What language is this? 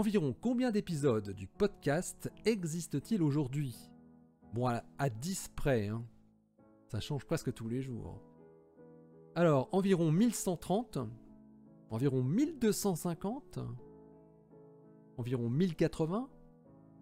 French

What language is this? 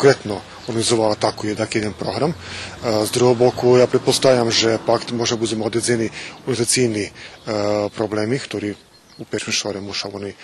Rusyn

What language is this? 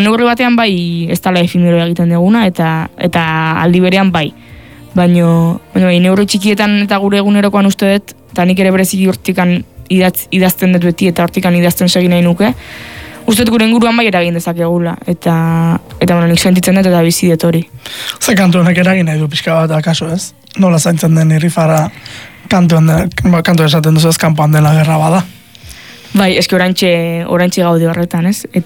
Basque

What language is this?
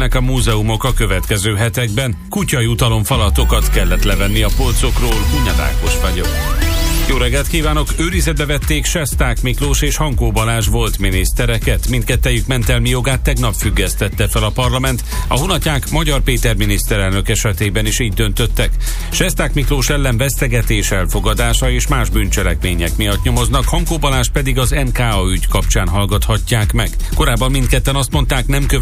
Hungarian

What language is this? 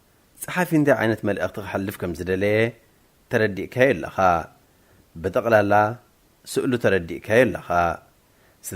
Tigrinya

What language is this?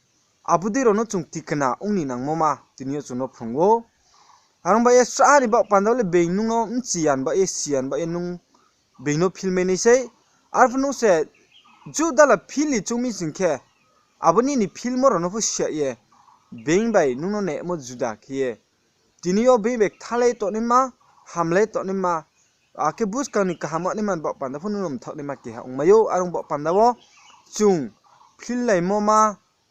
Riang (India)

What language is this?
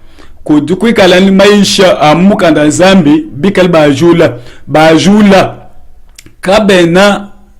Luba-Lulua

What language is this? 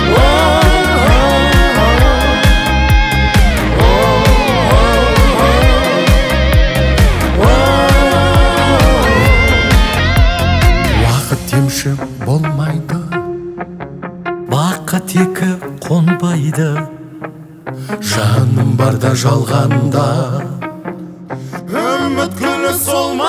Kazakh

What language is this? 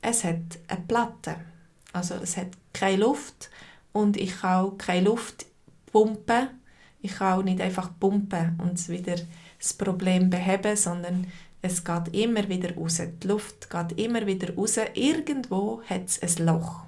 Swiss German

